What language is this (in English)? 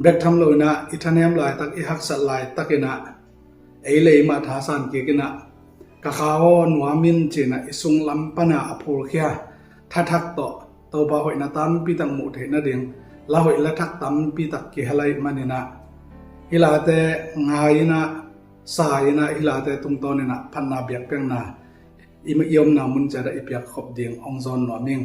Tedim Chin